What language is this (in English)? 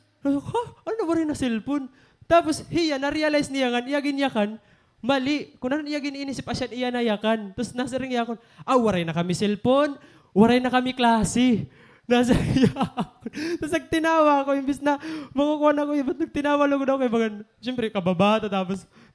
Waray